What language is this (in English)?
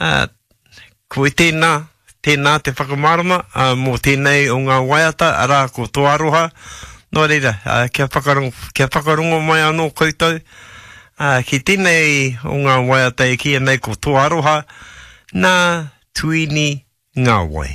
Māori